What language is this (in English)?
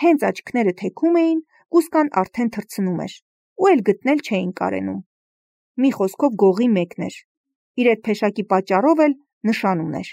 Armenian